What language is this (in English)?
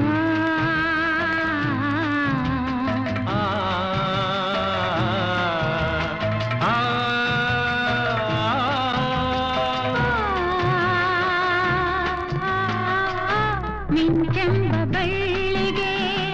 Kannada